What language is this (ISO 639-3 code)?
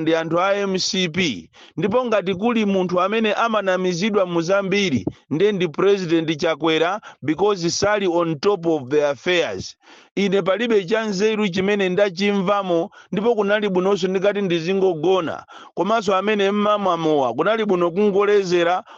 nya